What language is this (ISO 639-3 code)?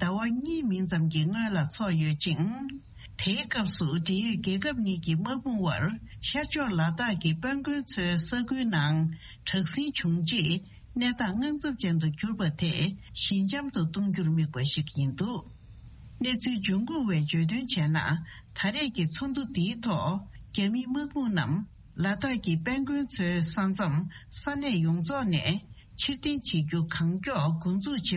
bod